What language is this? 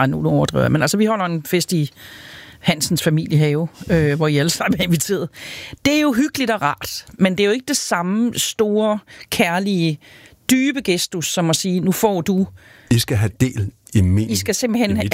Danish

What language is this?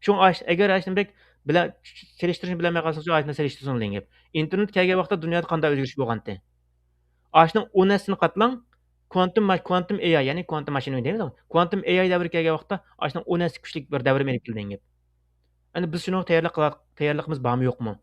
Uyghur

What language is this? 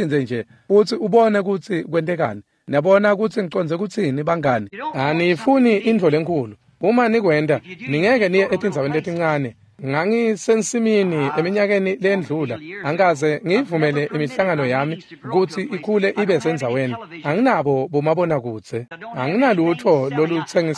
Swati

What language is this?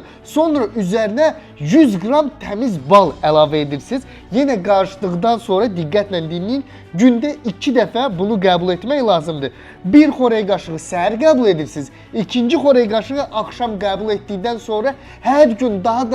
Azerbaijani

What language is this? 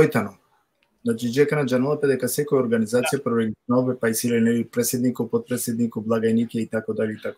Balkan Romani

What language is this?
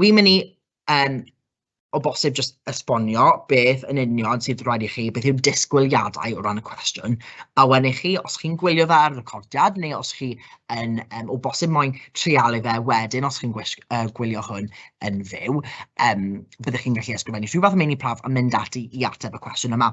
Welsh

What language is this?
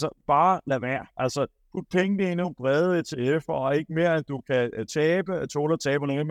Danish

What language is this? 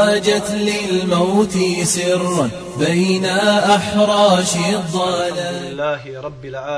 Bosnian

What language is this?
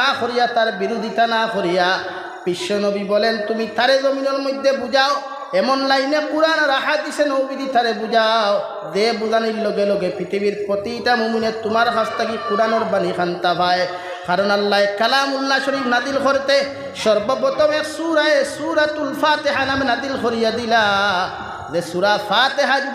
Sylheti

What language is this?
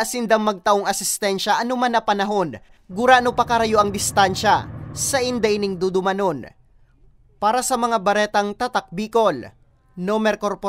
Bikol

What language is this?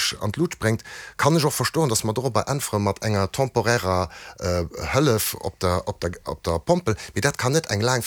Luxembourgish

